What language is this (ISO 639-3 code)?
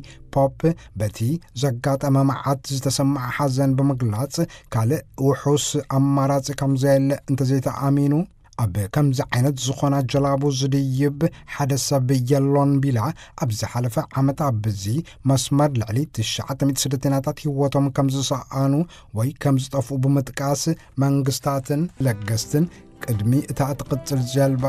tir